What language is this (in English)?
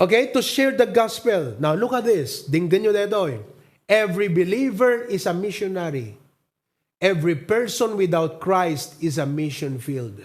Iloko